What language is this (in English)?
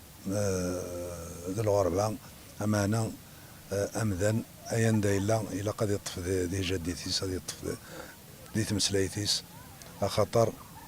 Kabyle